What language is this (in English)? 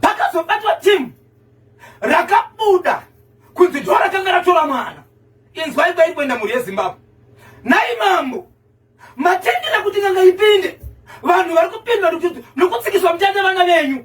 Shona